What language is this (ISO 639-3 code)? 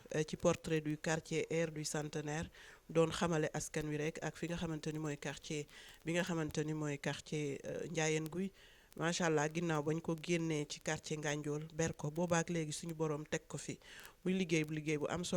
wol